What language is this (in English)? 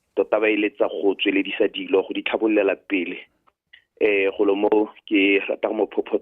Tswana